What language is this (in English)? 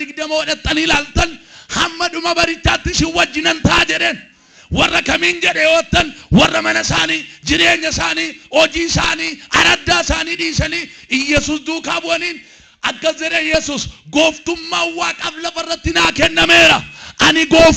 Oromo